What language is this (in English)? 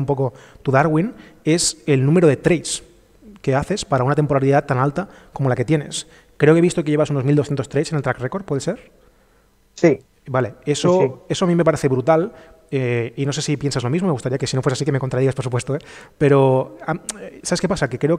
Spanish